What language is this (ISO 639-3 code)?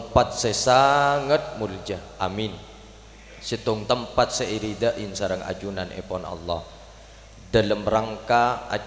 mad